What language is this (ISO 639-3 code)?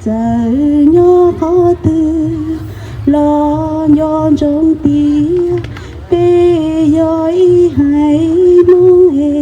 hmn